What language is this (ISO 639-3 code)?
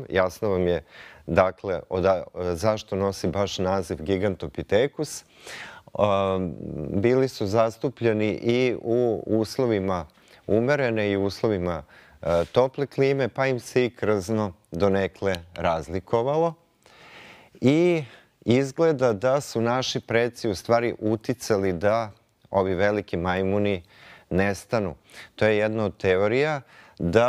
srp